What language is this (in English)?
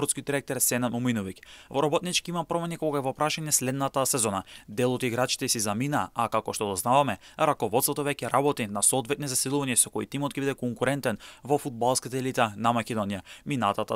Macedonian